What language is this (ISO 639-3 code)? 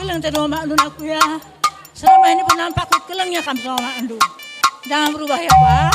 btx